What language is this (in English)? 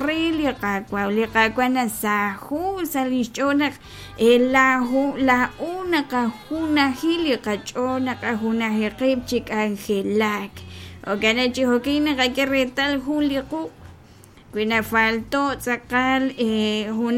Kekchí